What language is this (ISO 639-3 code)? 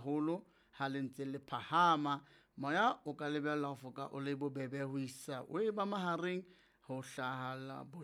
sot